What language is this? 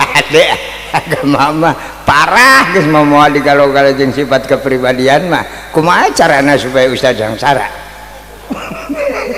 Sundanese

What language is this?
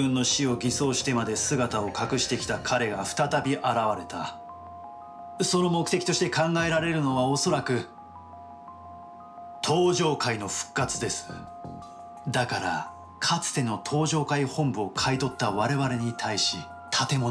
Japanese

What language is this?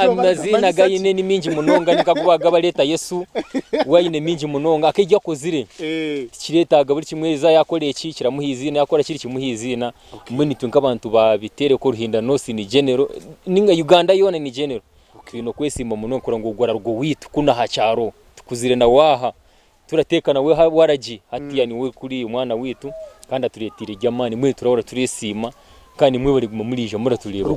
Nyankole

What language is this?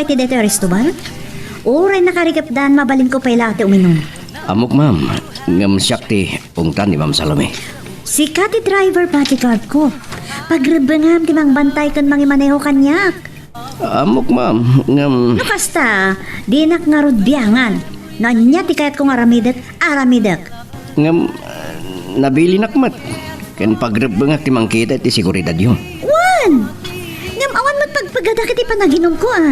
Iloko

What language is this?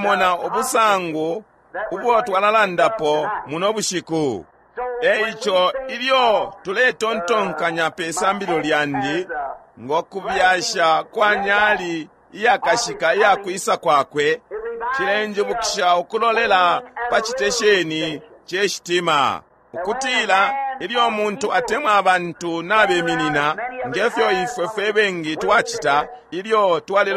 Bemba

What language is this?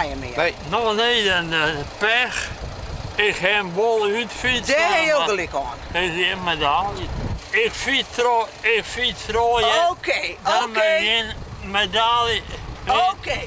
Western Frisian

